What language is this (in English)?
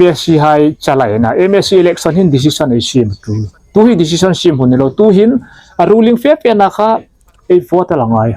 Hmar